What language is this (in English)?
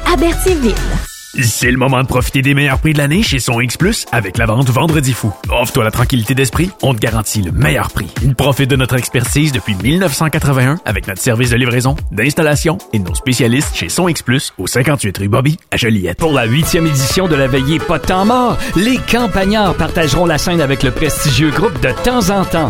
French